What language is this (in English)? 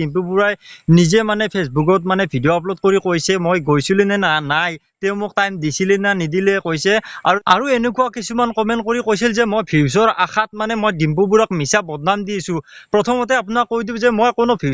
Assamese